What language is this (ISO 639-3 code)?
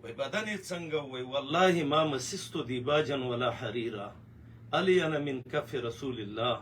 pus